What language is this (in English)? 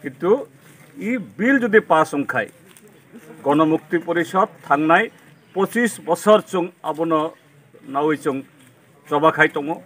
Kok Borok